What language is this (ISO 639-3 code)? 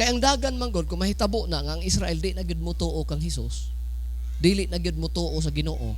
ceb